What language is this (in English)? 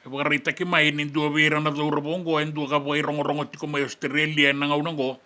Fijian